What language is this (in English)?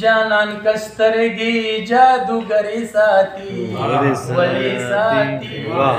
Pashto